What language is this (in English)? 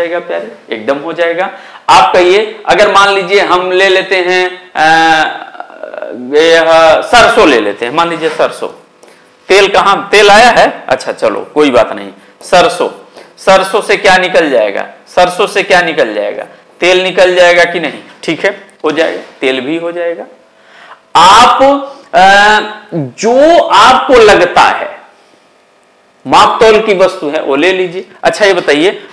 Hindi